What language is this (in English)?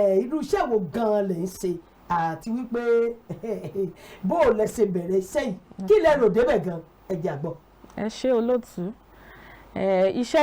Yoruba